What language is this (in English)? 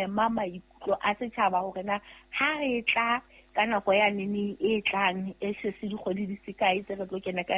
Southern Sotho